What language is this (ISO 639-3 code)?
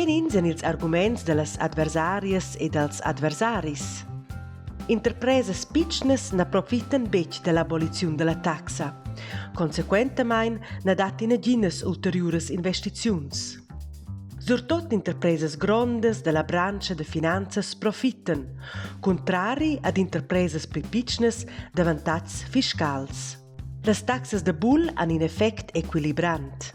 roh